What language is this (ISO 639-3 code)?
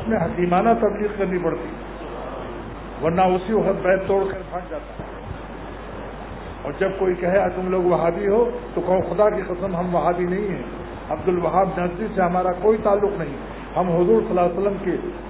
urd